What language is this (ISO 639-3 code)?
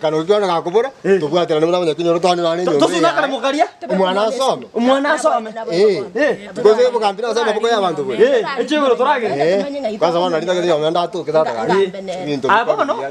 guz